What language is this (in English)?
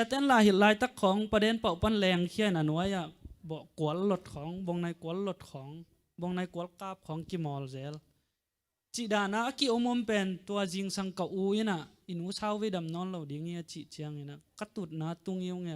Tedim Chin